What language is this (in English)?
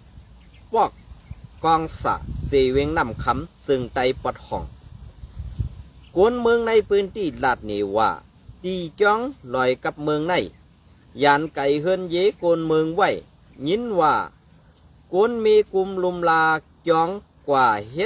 Shan